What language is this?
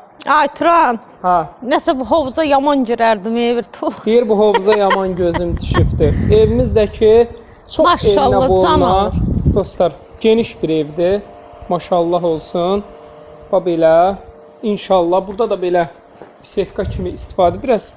Azerbaijani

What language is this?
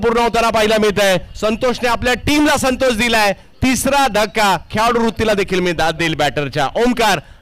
Marathi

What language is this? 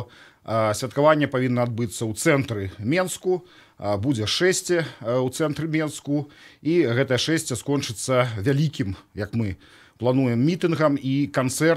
Belarusian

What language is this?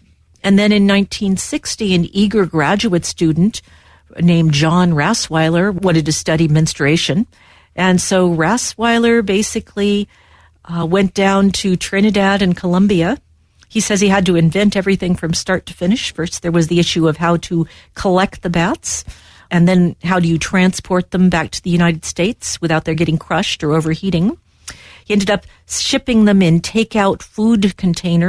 English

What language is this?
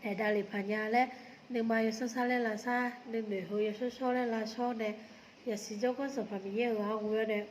Akha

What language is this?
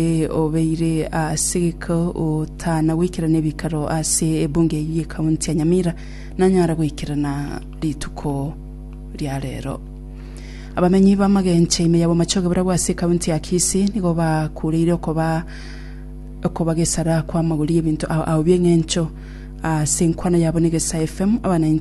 Gusii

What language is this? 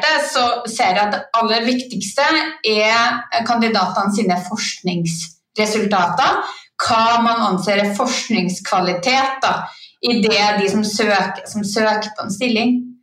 Norwegian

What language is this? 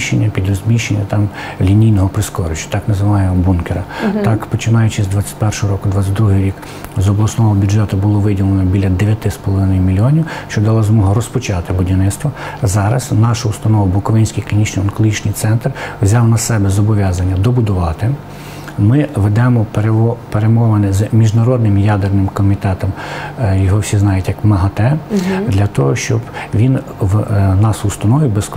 Ukrainian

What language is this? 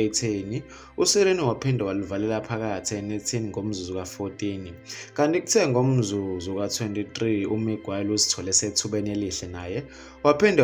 Zulu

